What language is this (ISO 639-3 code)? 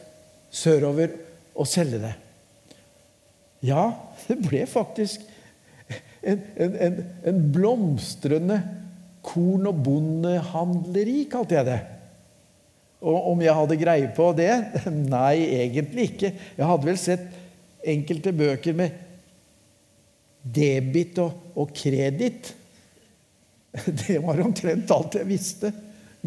nor